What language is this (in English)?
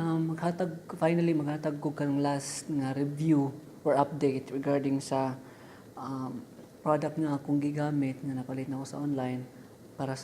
Cebuano